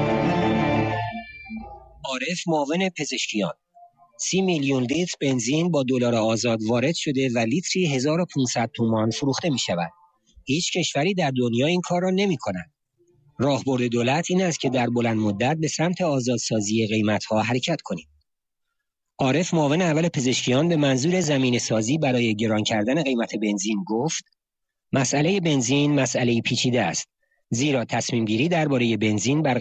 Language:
Persian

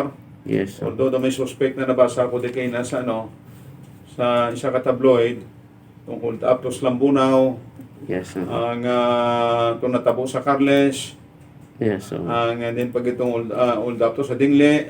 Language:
Hiligaynon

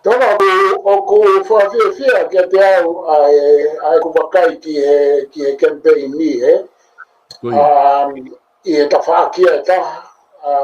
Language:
Tongan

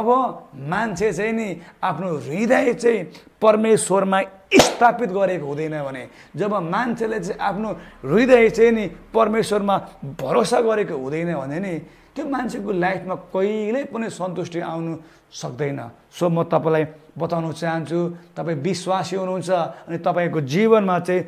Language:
Nepali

